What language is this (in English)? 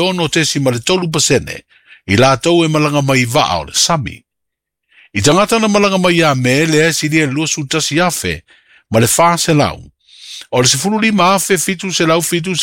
Samoan